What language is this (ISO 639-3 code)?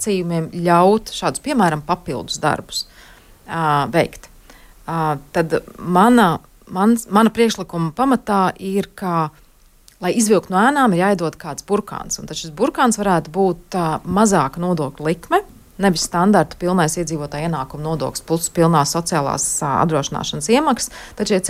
lav